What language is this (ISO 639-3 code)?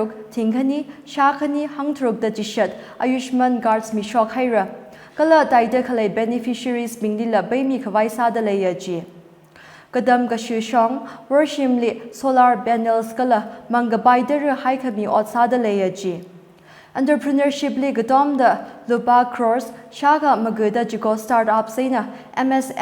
nmf